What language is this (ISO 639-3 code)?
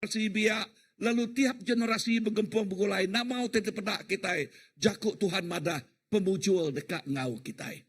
iba